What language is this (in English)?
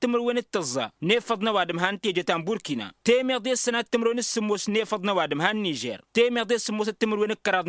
Tamasheq